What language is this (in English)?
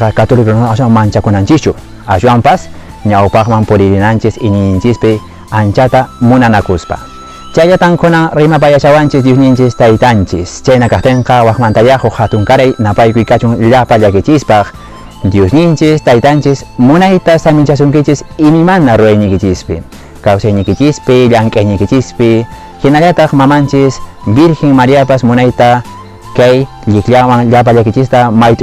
Quechua